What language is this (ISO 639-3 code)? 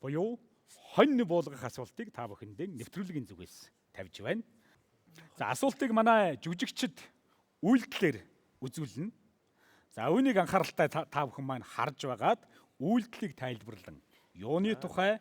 mon